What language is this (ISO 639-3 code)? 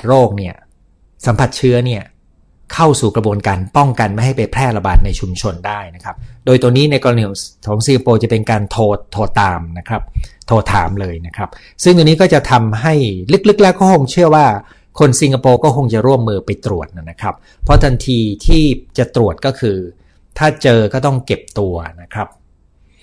tha